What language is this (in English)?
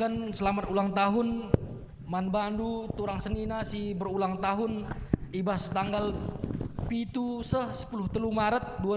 Batak Karo